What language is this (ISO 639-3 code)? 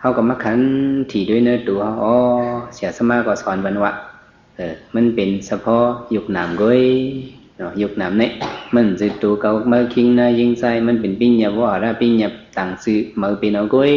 shn